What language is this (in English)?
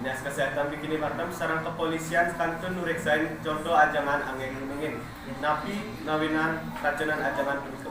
Balinese